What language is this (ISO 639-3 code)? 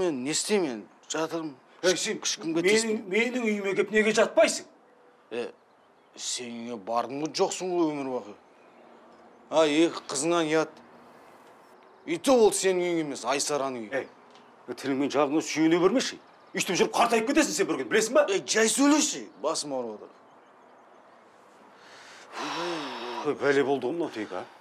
kaz